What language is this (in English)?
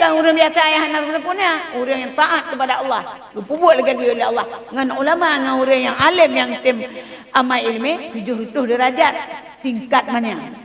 Achinese